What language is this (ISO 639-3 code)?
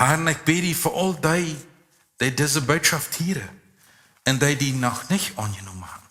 pdt